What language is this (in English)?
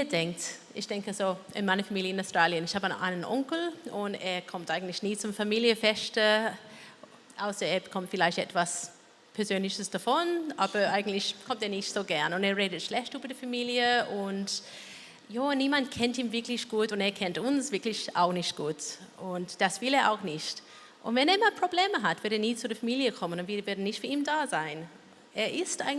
Swiss German